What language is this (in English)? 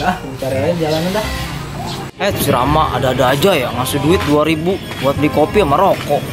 Betawi